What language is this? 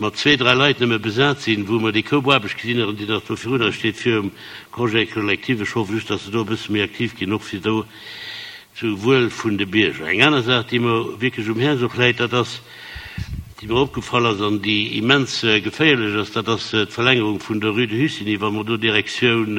Luxembourgish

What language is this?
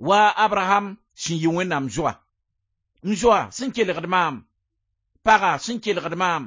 Mossi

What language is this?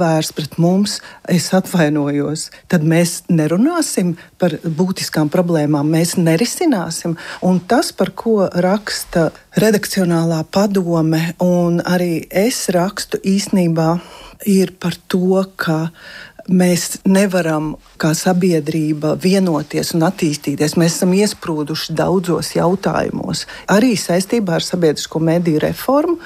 Latvian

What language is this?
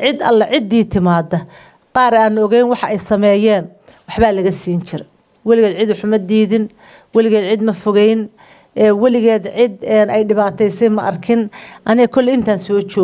Somali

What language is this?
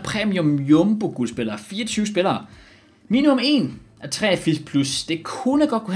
Danish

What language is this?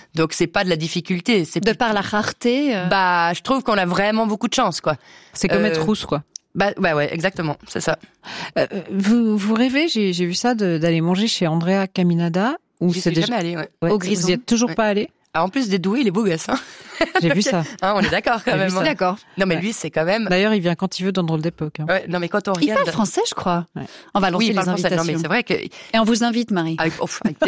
French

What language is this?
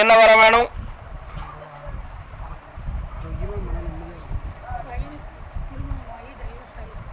Tamil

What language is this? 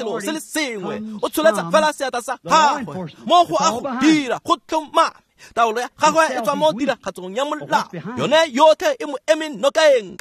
Tswana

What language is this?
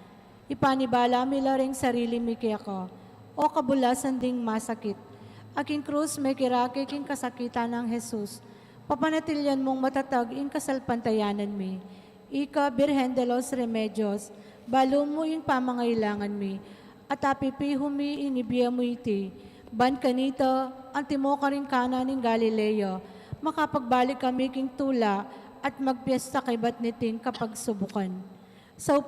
Pampanga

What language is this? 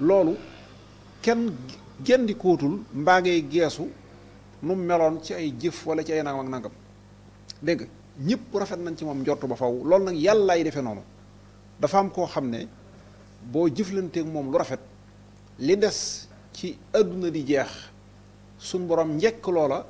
Wolof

